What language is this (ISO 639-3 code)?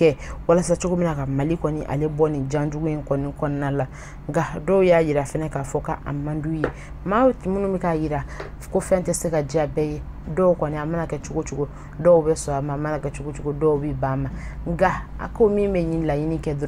bam